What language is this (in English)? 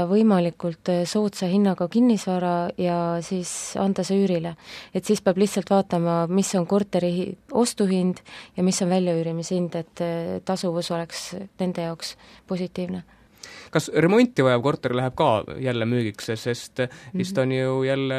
Estonian